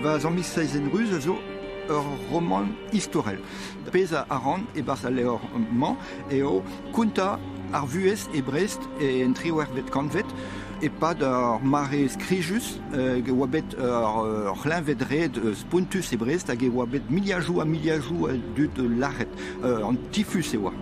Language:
Breton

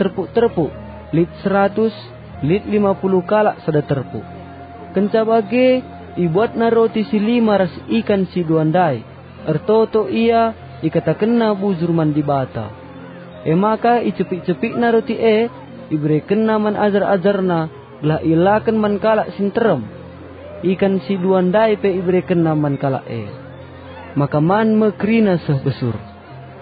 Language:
Batak Karo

